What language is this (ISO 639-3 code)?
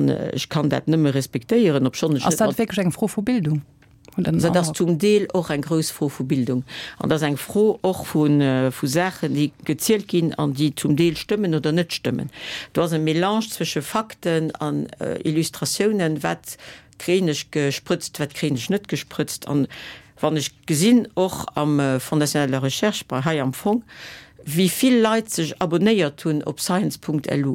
ltz